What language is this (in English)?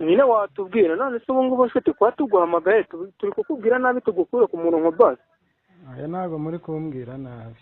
Kinyarwanda